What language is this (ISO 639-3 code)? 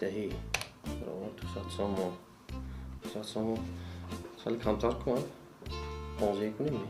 tgk